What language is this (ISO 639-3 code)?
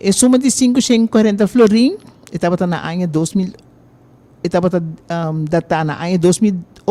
pap